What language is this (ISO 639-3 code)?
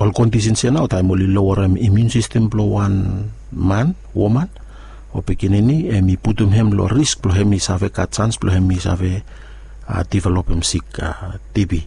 bis